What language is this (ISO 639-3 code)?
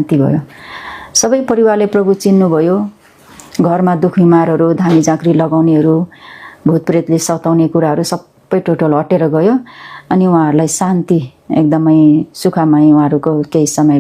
nep